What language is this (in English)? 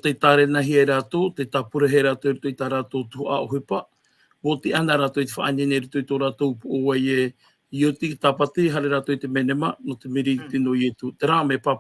Tahitian